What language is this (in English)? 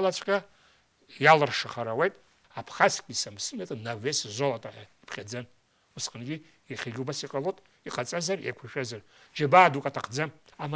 Abkhazian